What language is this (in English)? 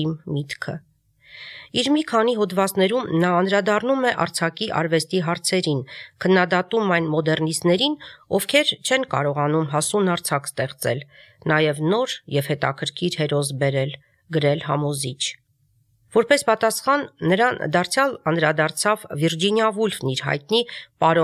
Armenian